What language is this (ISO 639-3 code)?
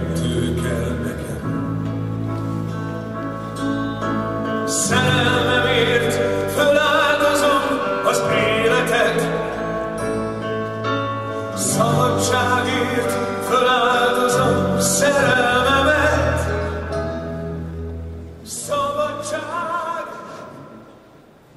hun